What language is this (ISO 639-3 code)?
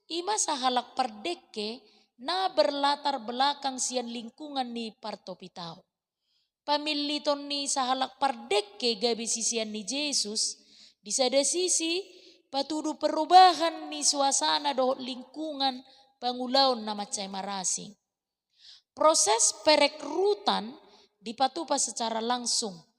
bbc